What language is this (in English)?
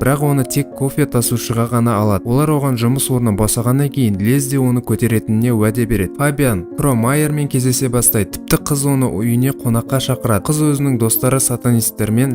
Kazakh